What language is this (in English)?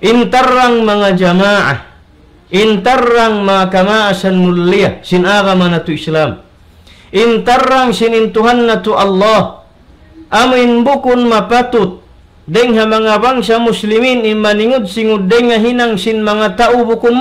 Tausug